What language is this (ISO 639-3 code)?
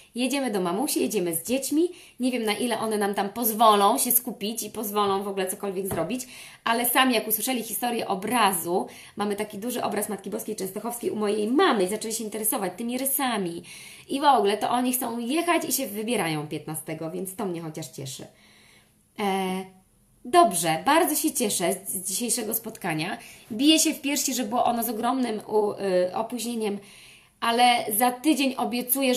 pol